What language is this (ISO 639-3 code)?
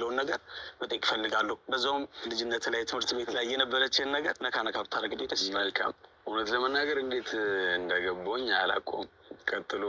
amh